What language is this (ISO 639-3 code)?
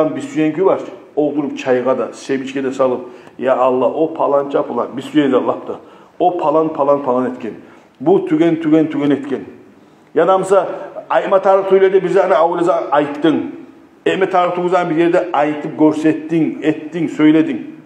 kum